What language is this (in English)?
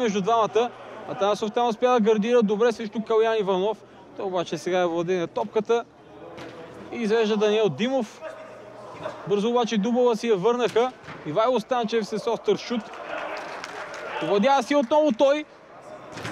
Bulgarian